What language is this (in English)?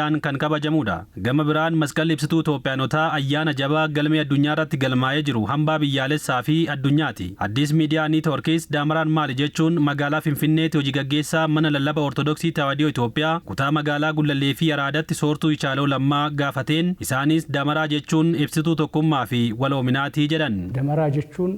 Oromo